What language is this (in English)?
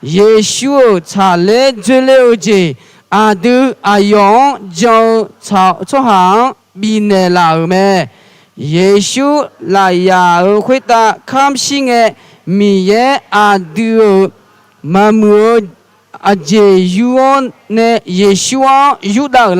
Akha